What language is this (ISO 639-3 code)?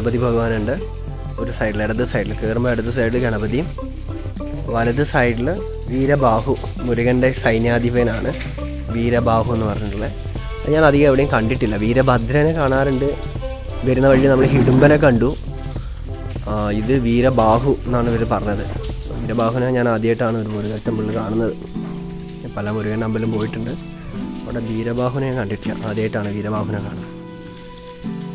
mal